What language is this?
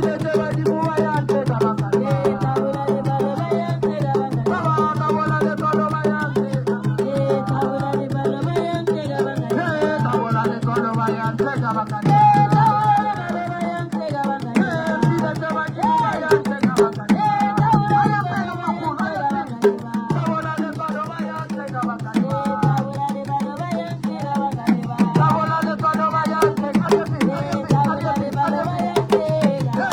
Northern Sotho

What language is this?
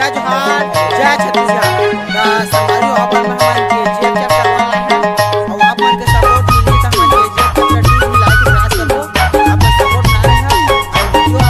Chhattisgarhi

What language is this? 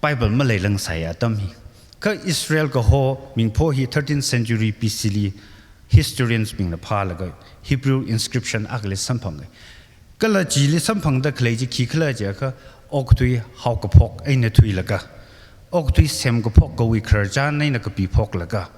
Tangkhul Naga (India)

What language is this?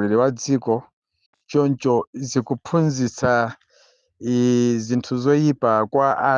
Nyanja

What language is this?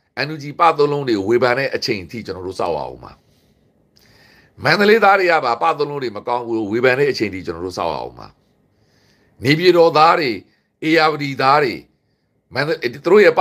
Burmese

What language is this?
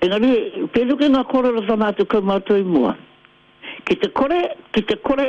Māori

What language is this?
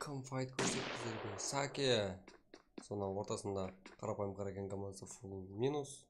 Kara-Kalpak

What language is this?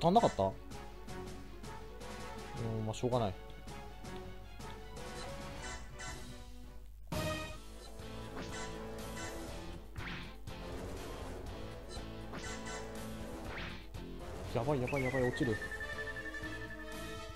Japanese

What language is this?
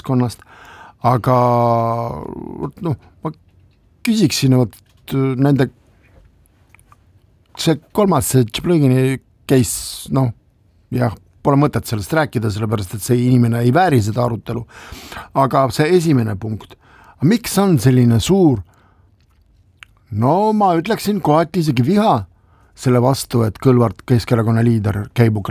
Estonian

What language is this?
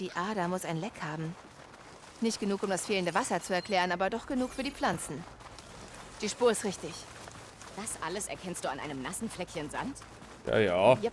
Bavarian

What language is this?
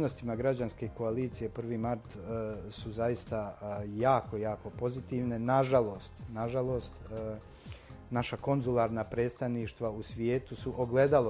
Bosnian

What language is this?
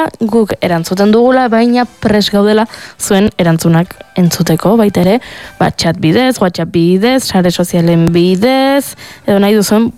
Basque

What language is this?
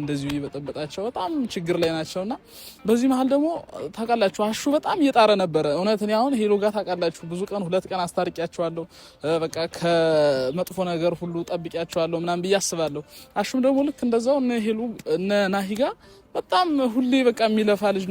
Amharic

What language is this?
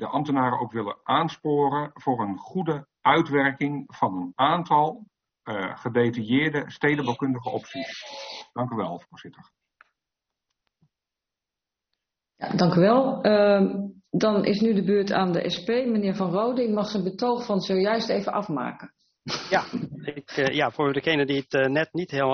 Dutch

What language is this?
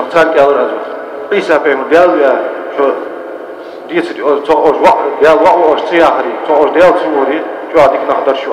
Ingush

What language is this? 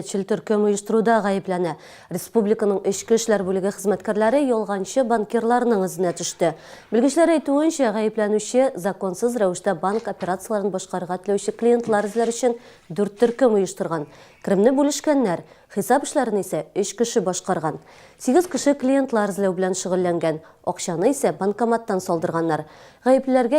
Tatar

